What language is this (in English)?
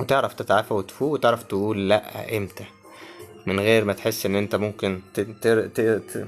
Egyptian Arabic